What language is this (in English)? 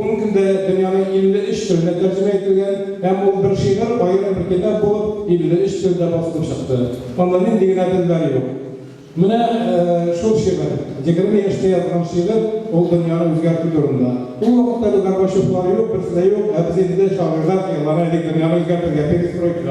Tatar